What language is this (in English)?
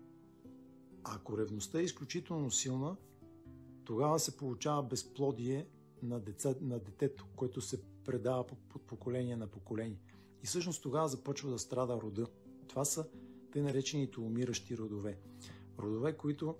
Bulgarian